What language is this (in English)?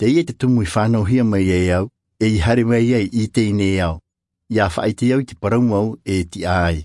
Tahitian